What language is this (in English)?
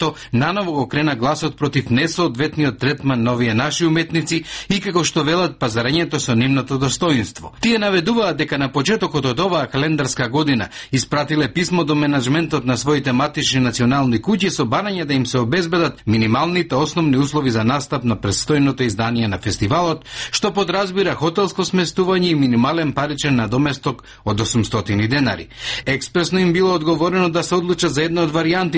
Macedonian